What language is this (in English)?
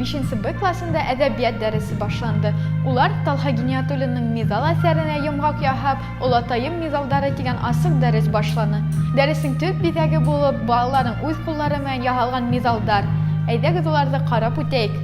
Bashkir